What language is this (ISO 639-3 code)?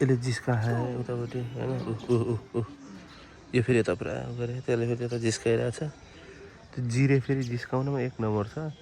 nep